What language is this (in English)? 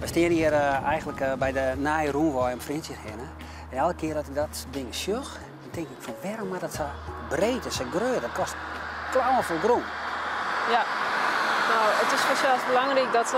Western Frisian